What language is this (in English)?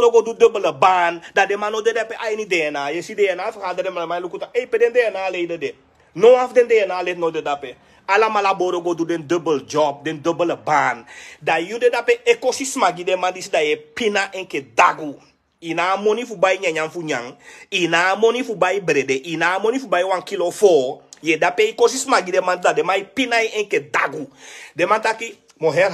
Sranan Tongo